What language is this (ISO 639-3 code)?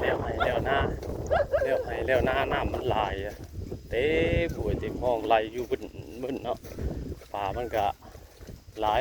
tts